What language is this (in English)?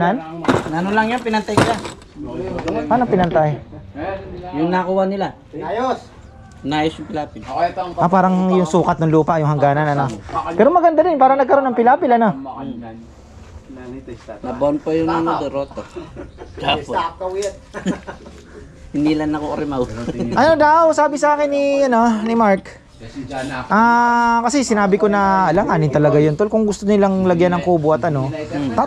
Filipino